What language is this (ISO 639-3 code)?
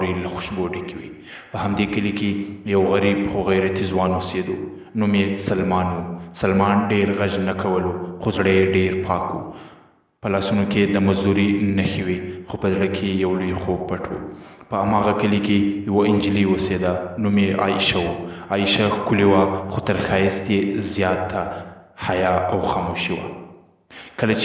pus